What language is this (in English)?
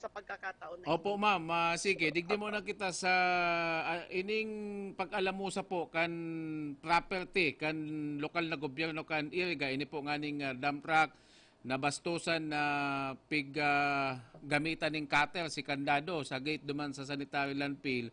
Bikol